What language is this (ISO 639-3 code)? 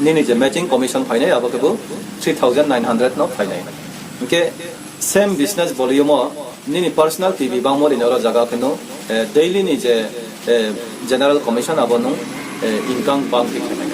ria